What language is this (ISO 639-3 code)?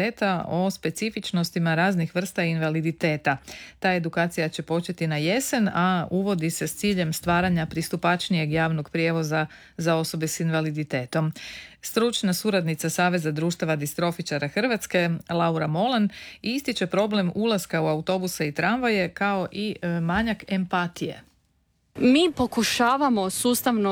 hrv